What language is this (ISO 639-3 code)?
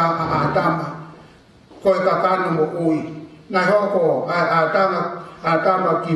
ton